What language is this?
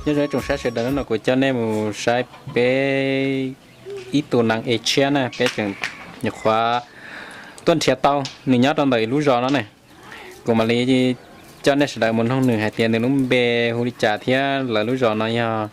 Hmong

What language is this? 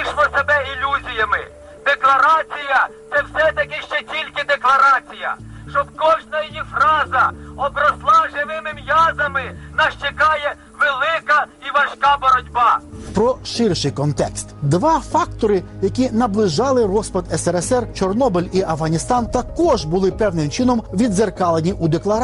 Ukrainian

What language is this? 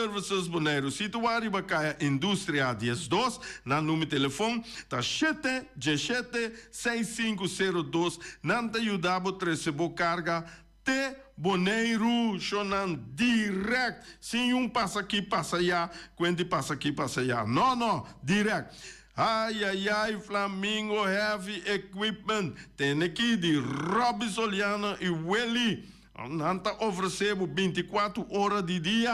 Papiamento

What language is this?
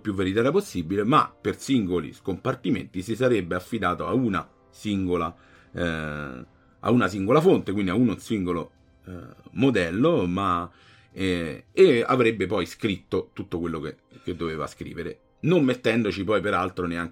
Italian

